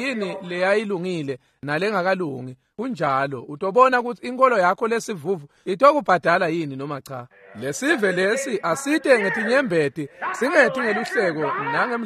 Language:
Swati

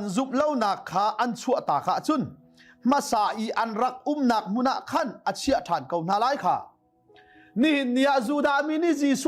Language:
Hakha Chin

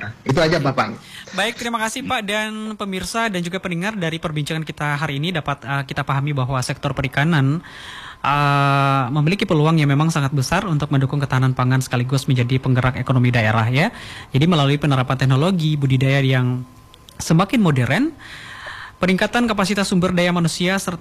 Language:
Indonesian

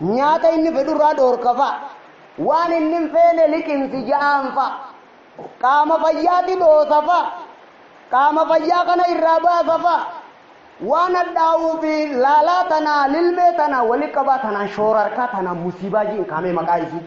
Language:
Oromo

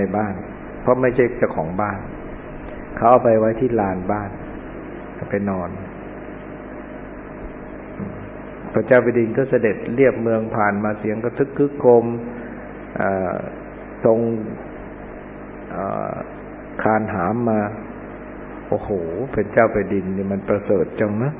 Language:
Thai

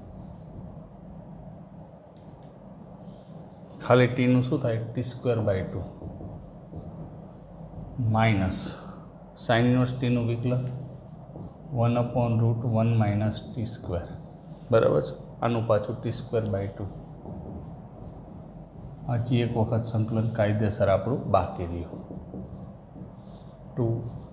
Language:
Gujarati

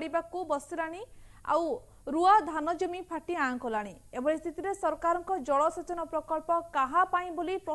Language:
Odia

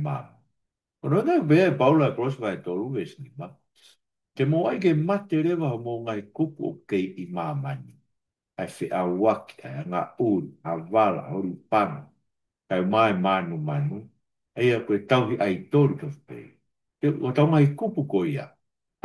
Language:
Tongan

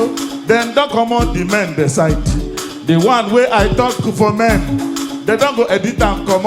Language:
Nigerian Pidgin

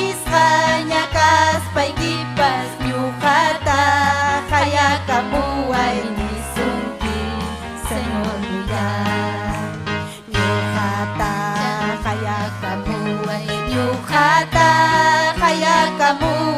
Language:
Ayacucho Quechua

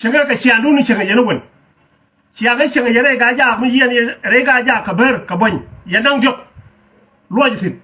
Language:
Nuer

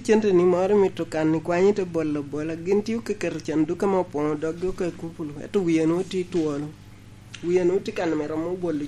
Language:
Lango (Uganda)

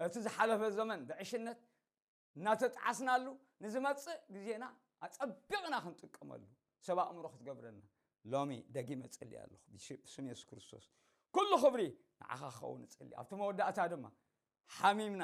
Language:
Tigrinya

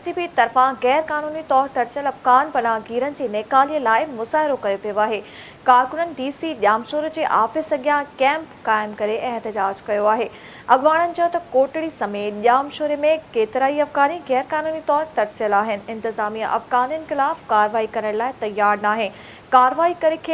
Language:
Sindhi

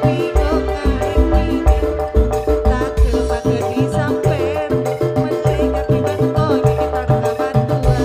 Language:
Madurese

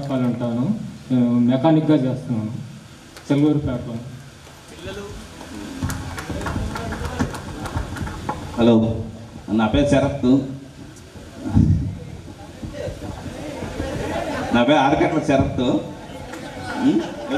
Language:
Telugu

